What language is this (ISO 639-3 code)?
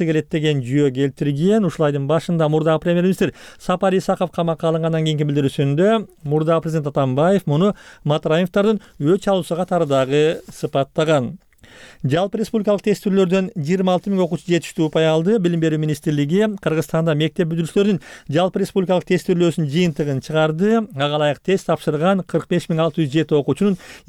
kir